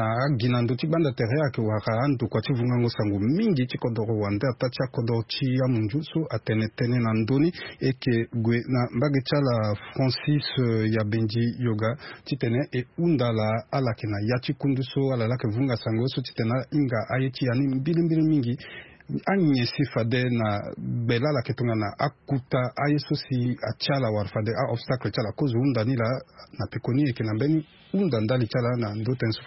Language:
Sango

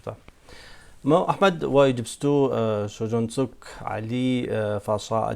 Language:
Kabardian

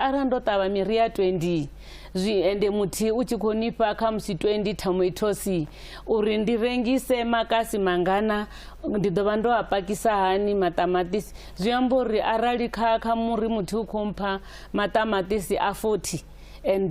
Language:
Venda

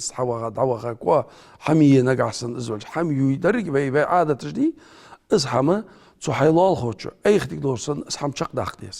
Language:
Ingush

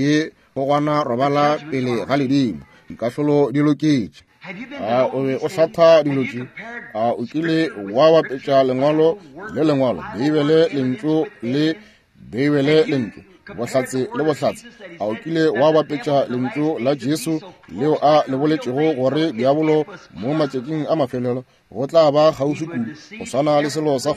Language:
Northern Sotho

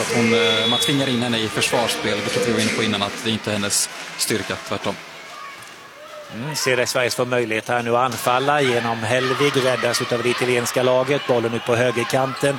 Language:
Swedish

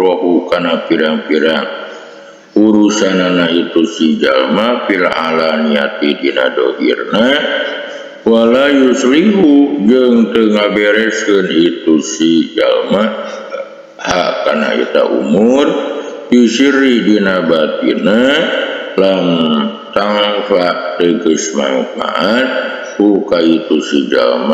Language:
Sundanese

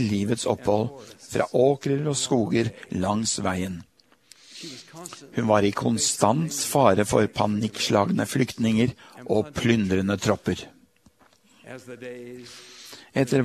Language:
Norwegian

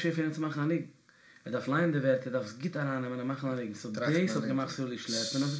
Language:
Yiddish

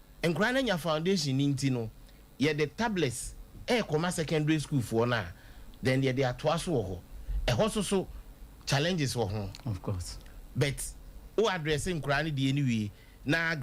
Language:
Akan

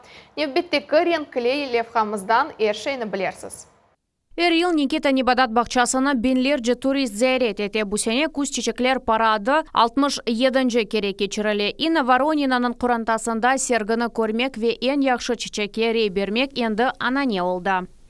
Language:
Crimean Tatar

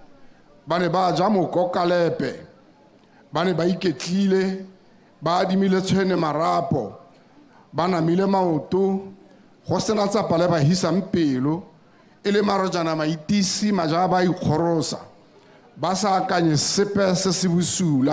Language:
Tswana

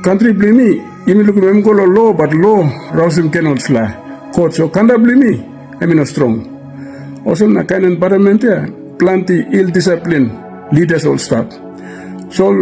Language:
Tok Pisin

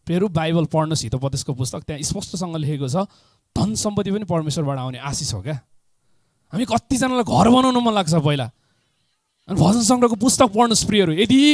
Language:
Nepali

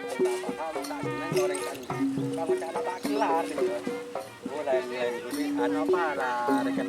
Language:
Madurese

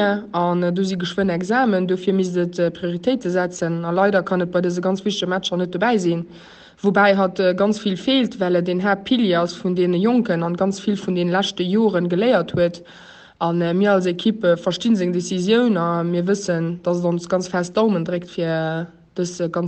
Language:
Luxembourgish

